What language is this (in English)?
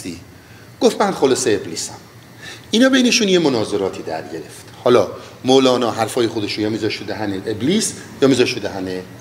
Persian